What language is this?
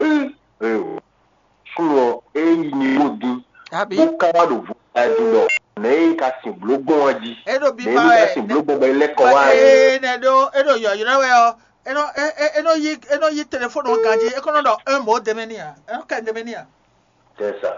Fon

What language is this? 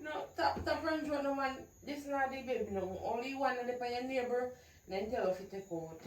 Jamaican Creole English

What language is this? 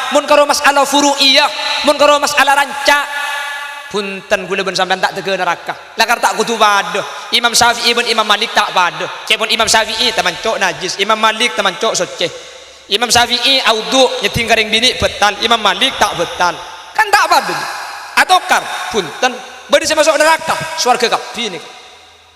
Madurese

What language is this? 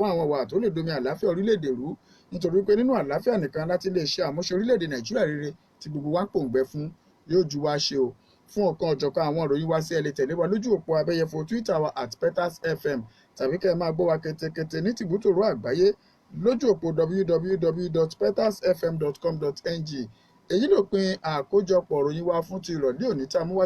Yoruba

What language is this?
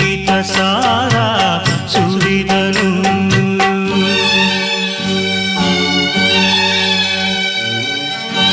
Kannada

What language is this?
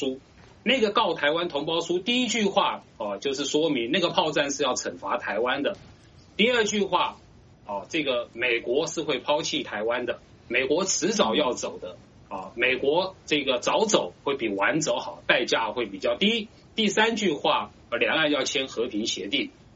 Chinese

